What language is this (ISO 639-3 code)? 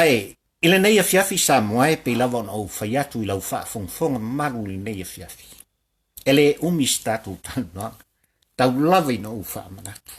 smo